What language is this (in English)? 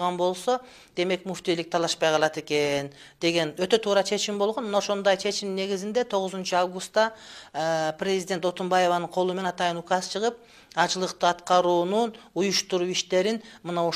Kyrgyz